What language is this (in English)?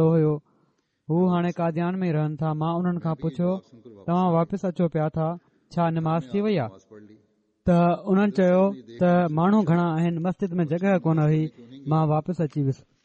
Sindhi